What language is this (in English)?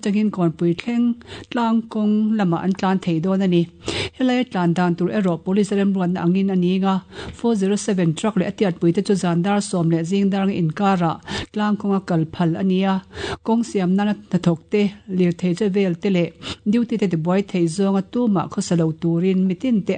Mizo